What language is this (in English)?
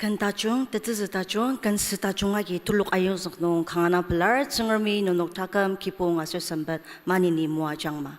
Ao Naga